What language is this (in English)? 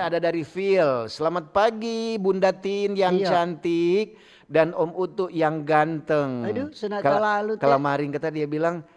Manado Malay